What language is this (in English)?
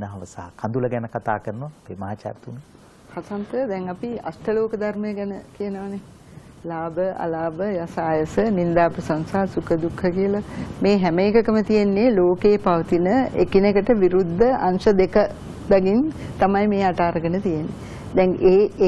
Sinhala